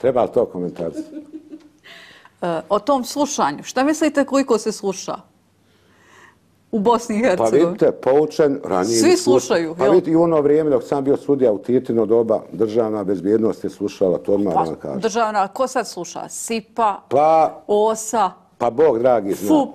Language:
Bosnian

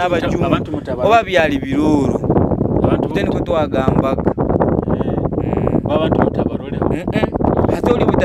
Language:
Nyoro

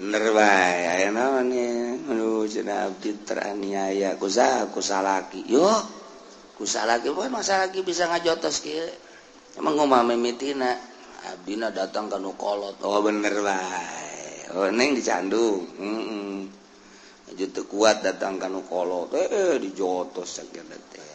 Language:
Sundanese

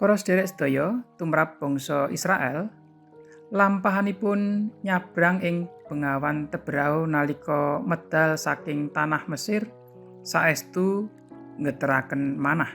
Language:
Javanese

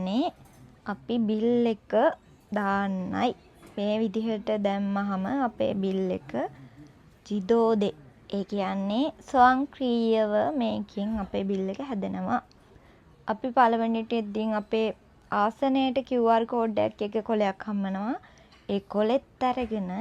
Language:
Sinhala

